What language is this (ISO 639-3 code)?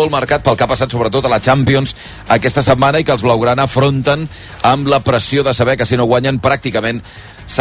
cat